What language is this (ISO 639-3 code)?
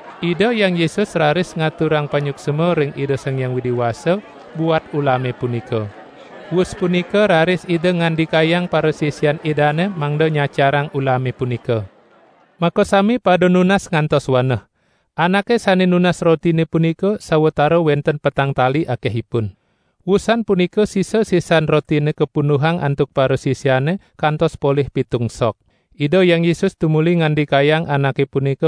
ban